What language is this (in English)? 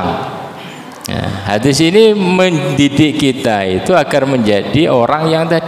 Indonesian